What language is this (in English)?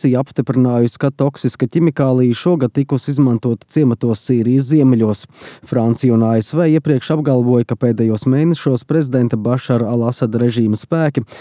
Latvian